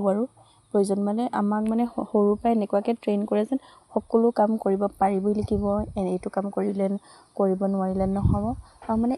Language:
Assamese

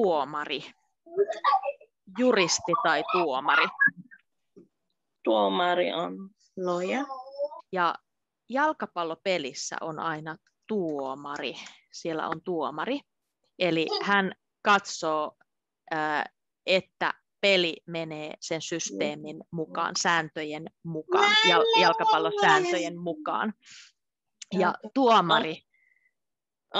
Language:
Finnish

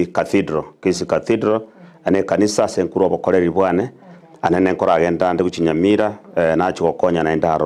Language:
Gusii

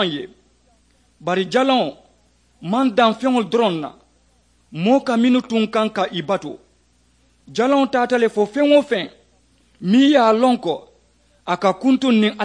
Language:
Mandingo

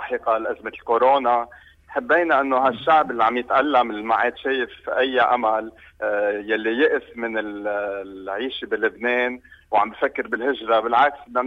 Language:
North Levantine Arabic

